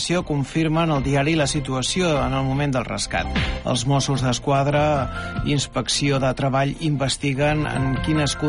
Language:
Catalan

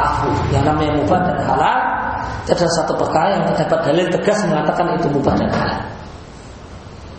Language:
Indonesian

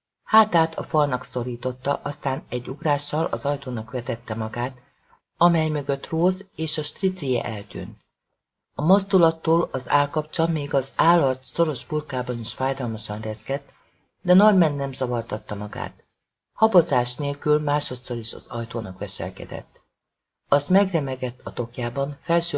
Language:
Hungarian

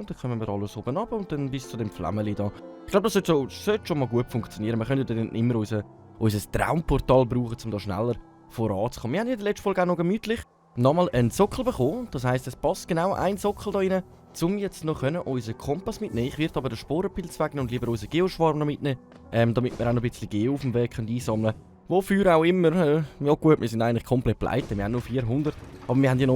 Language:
Swiss German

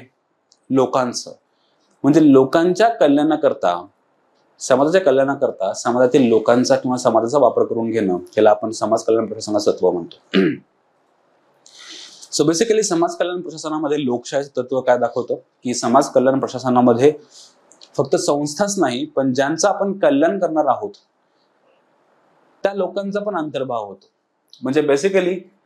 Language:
Marathi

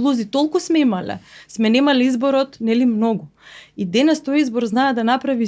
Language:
Macedonian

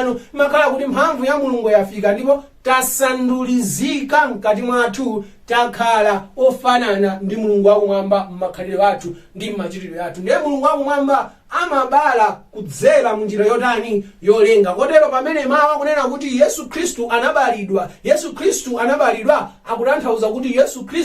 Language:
Nyanja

